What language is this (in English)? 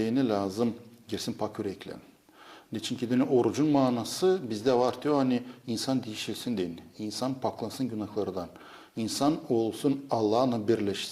Gagauz